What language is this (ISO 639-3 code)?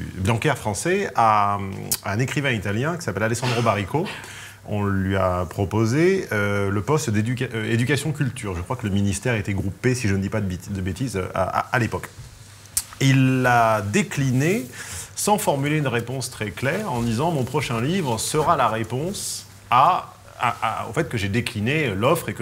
fra